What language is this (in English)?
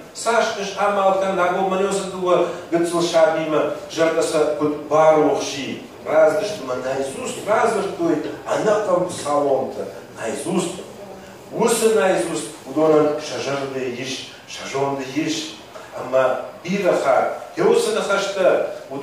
Ossetic